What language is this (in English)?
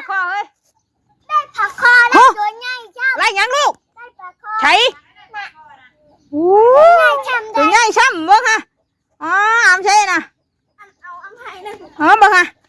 Northeastern Thai